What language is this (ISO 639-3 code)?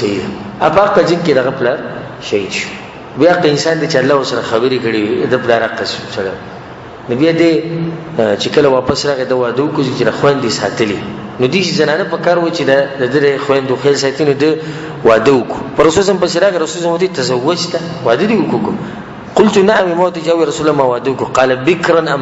pus